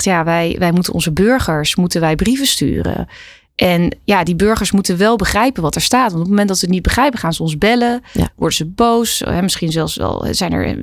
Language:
Dutch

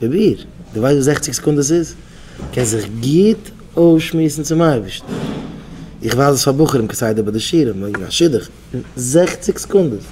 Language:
Yiddish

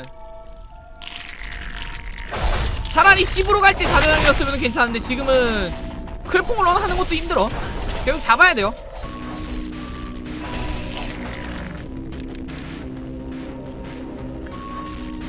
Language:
Korean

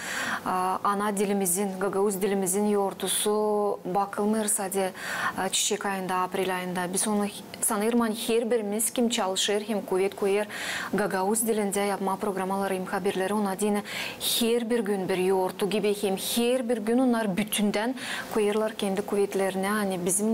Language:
Gagauz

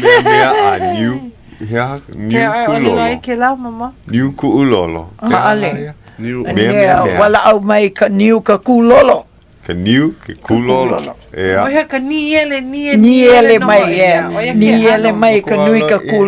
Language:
Hawaiian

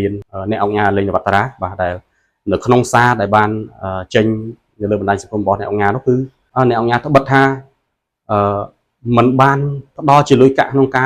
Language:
Khmer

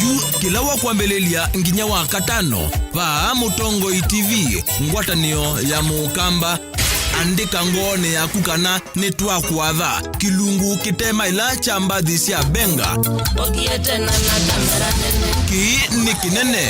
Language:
Kamba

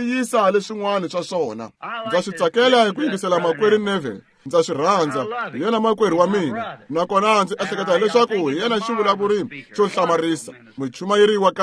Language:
Tsonga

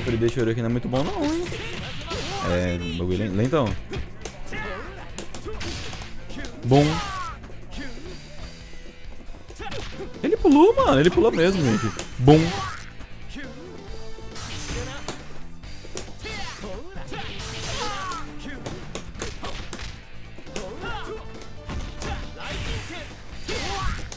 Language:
Portuguese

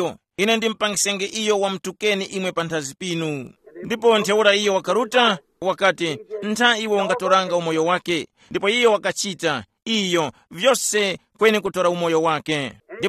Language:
Tumbuka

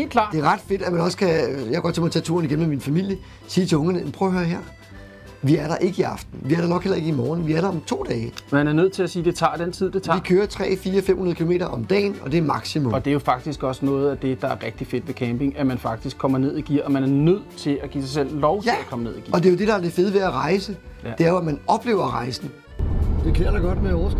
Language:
Danish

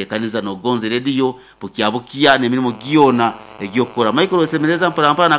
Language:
Nyoro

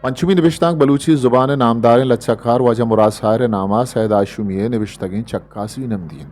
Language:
Eastern Balochi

